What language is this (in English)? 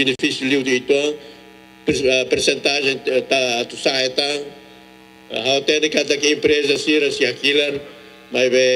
Tetum